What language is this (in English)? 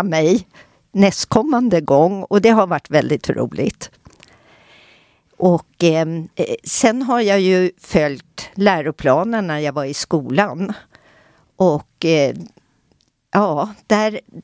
Swedish